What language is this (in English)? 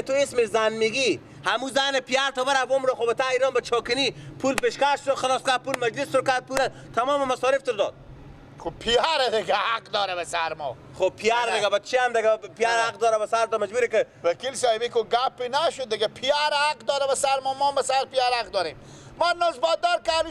Persian